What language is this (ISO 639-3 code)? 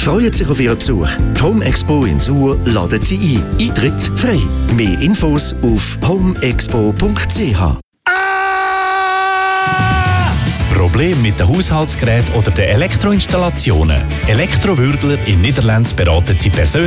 deu